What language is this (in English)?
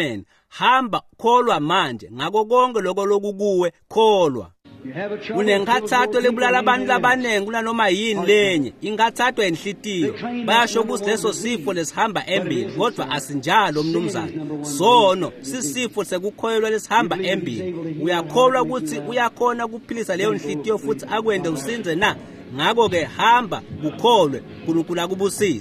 Swati